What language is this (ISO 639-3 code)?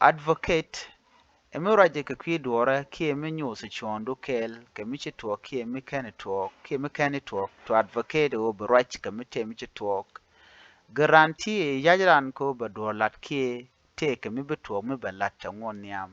nus